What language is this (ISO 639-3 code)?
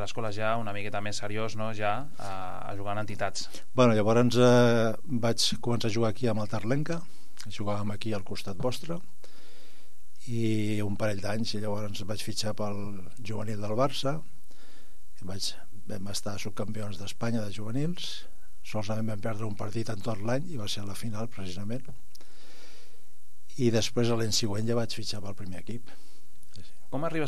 cat